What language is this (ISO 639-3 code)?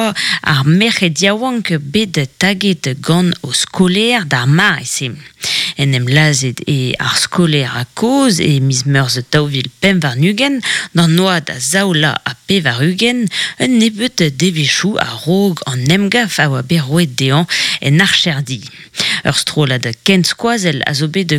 bre